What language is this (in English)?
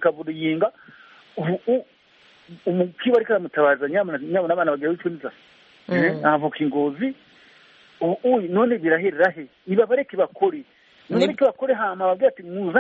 Kinyarwanda